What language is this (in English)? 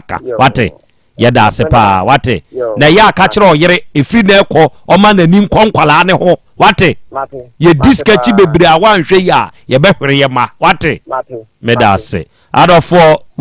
Akan